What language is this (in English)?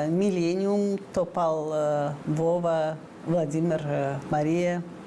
Gagauz